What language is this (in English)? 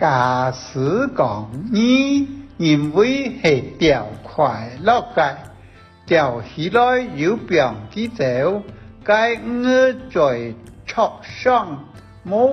Hakka Chinese